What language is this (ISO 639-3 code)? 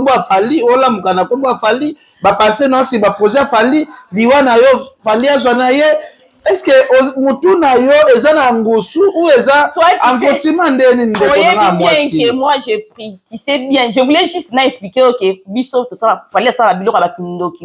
lin